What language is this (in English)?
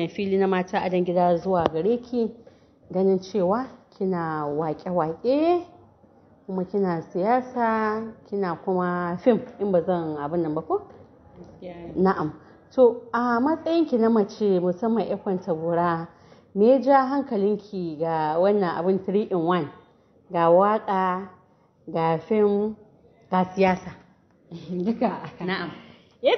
Hausa